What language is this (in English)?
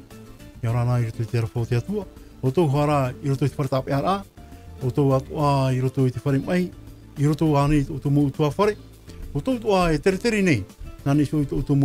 Tahitian